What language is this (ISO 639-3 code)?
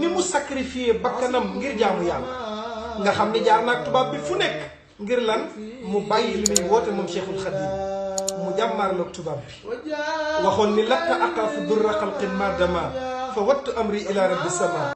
wol